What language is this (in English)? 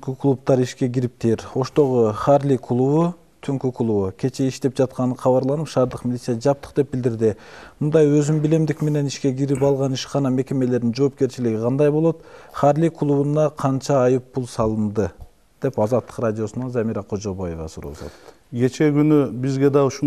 Kyrgyz